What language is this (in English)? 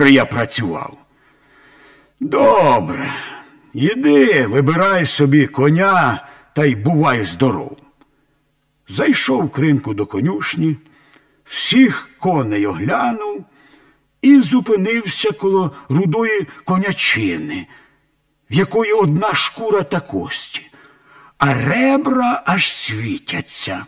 Ukrainian